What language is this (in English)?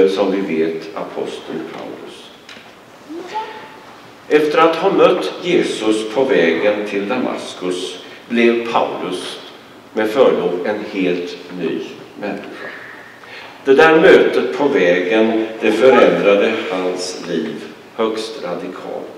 Swedish